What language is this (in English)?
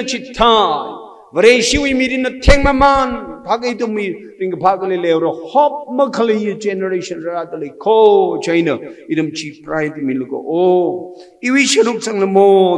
Tangkhul Naga (India)